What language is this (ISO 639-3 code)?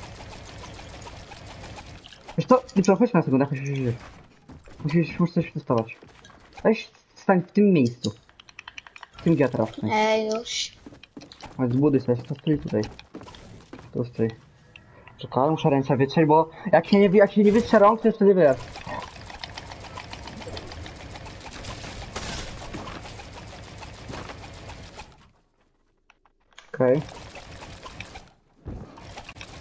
pol